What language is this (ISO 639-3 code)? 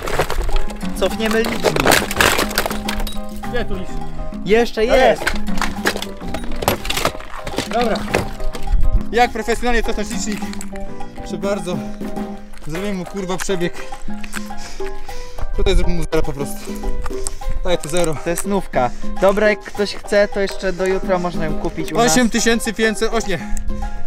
pol